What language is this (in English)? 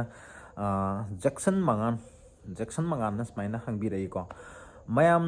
Manipuri